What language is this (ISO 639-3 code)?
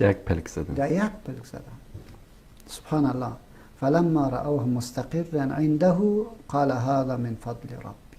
fas